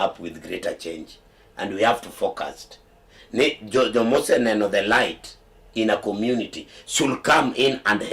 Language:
Luo (Kenya and Tanzania)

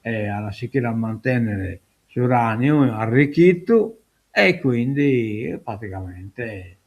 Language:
Sardinian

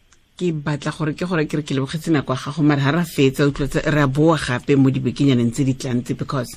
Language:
Tswana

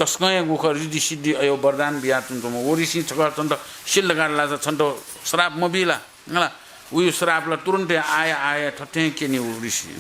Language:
Newari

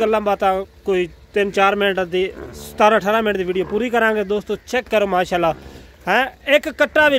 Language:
Punjabi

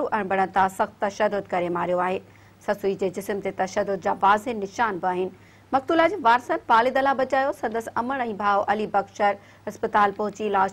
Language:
Sindhi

